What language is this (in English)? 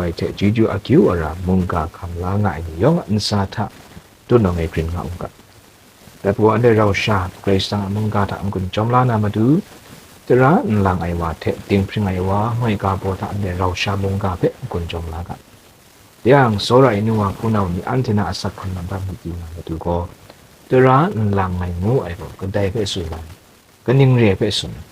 Kachin